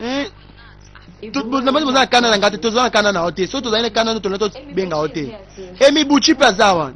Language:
Lingala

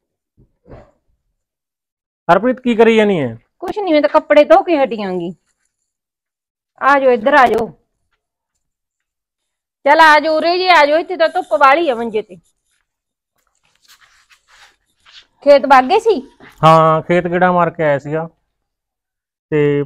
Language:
Punjabi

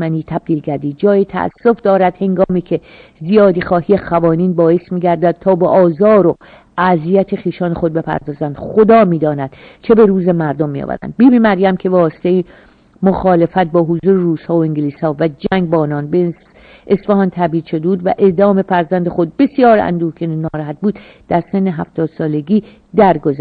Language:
Persian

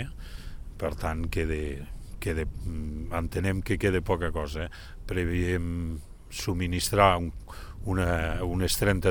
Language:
Catalan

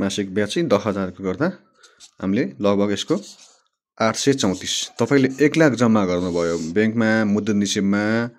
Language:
Nepali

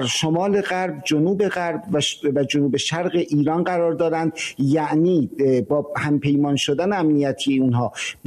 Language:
Persian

